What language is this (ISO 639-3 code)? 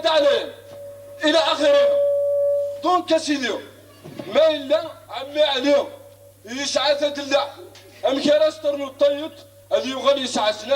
kab